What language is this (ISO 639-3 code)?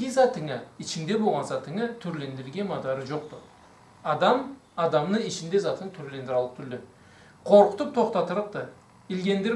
krc